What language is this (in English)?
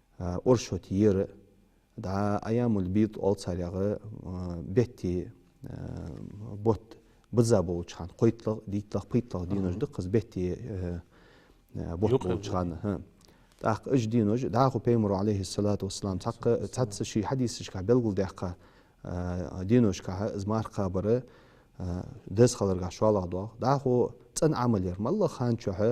Ingush